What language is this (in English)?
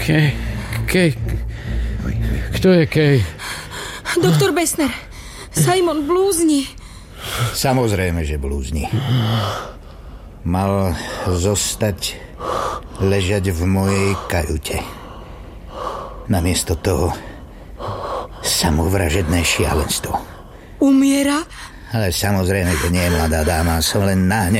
Slovak